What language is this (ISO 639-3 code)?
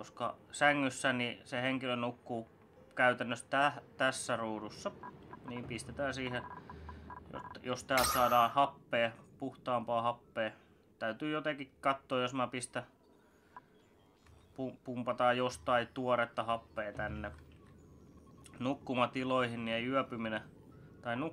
fin